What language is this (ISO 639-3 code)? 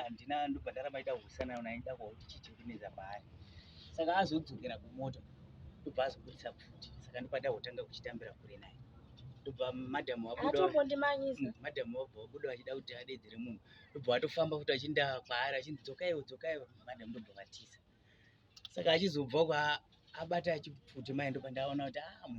sna